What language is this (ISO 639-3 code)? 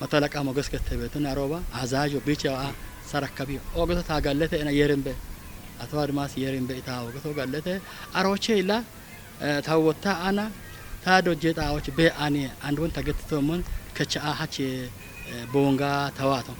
kbr